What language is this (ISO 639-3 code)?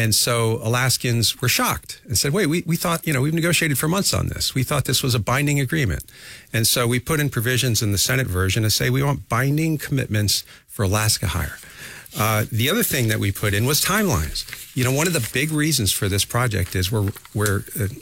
eng